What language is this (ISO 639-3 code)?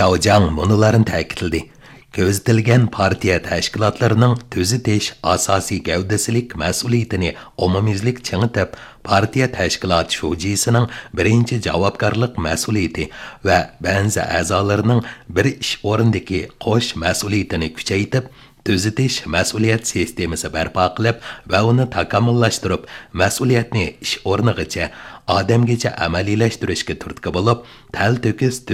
uig